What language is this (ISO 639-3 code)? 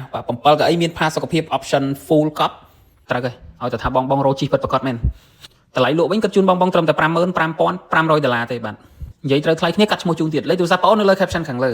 khm